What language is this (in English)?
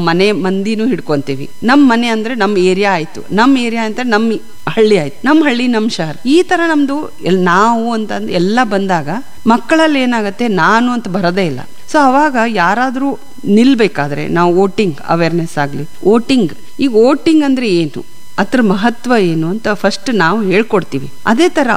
Kannada